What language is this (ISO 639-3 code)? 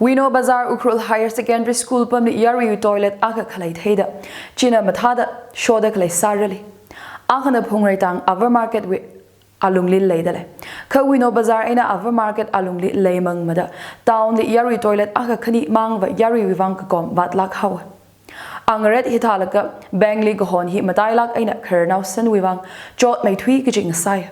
nmf